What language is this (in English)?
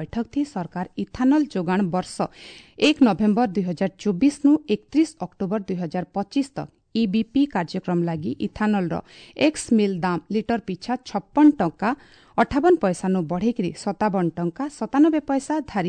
Odia